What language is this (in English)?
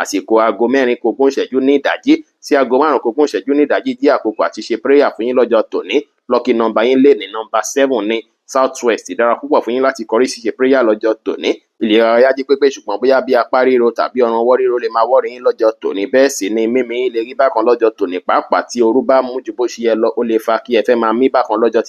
Yoruba